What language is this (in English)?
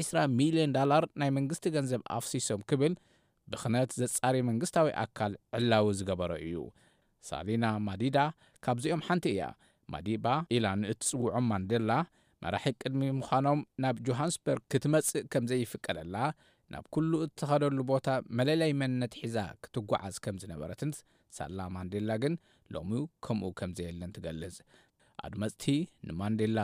Tigrinya